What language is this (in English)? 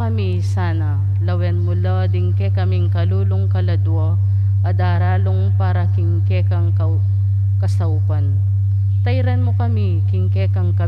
Pampanga